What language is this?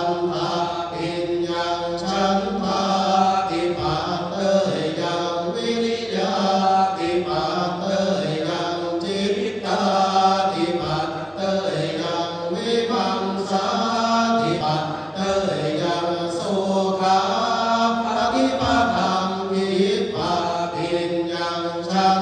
Pali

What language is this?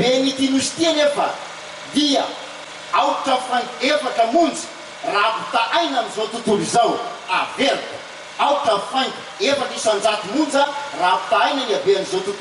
Malagasy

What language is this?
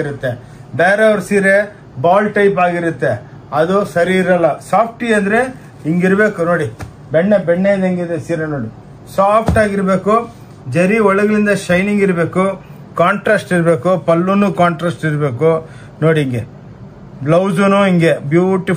Kannada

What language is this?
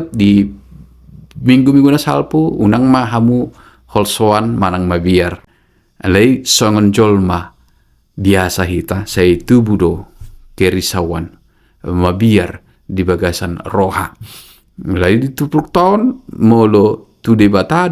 Batak Toba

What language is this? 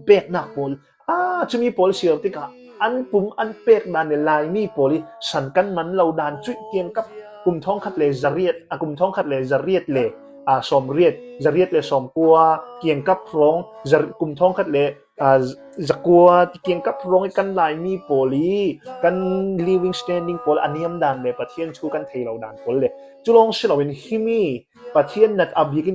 Falam Chin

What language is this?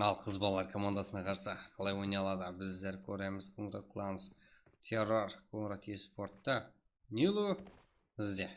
Kara-Kalpak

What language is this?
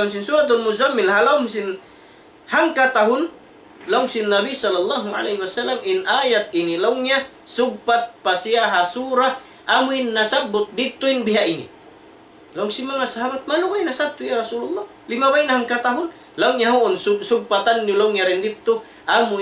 Tausug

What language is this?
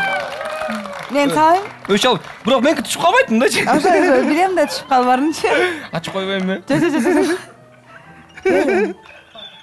Kyrgyz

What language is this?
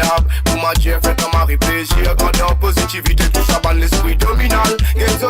Morisyen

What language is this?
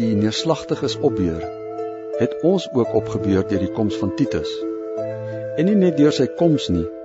Afrikaans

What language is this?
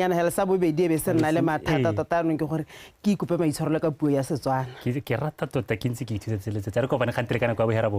Tswana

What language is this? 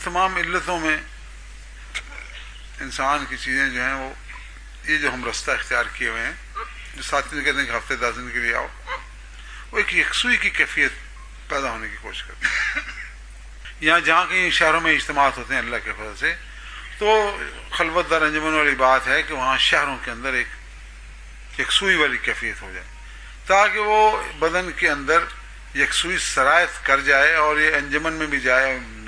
Urdu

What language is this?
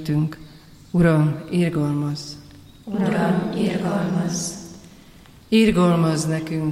Hungarian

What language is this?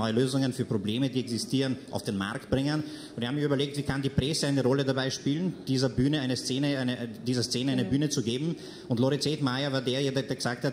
German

